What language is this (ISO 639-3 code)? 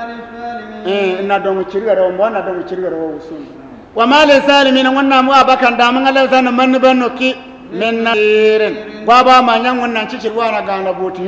bib